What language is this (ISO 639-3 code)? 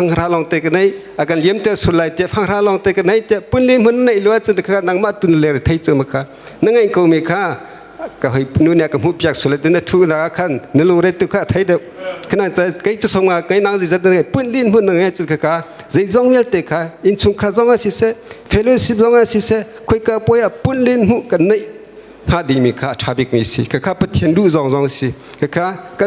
cnh